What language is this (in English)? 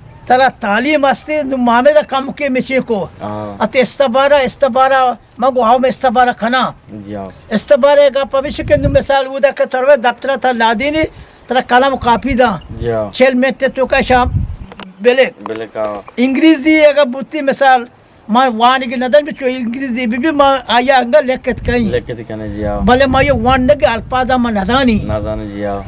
Eastern Balochi